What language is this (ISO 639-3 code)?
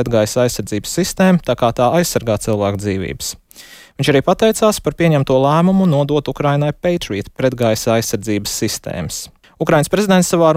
lav